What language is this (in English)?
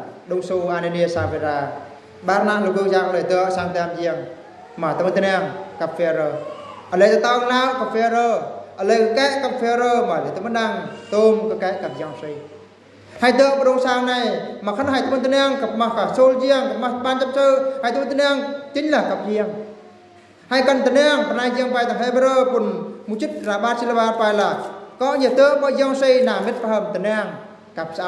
Eastern Bru